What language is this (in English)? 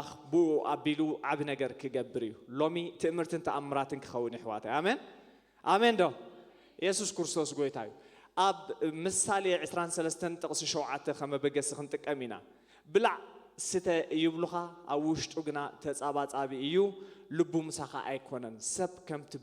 Tigrinya